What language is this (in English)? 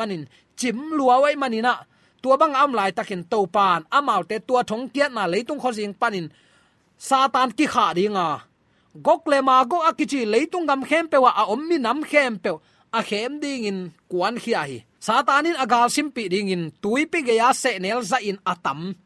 Tedim Chin